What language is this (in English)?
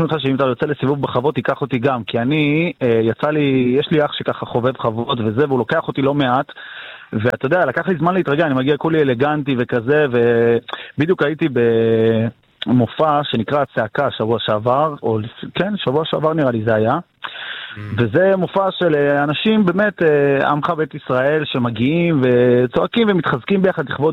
Hebrew